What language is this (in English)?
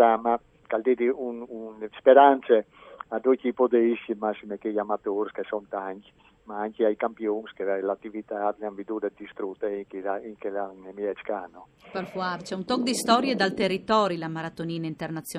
Friulian